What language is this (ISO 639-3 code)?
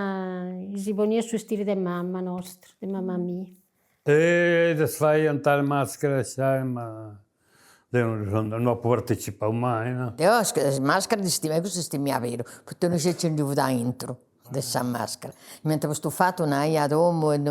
srd